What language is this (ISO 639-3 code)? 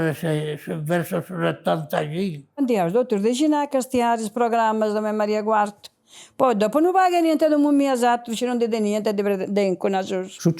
srd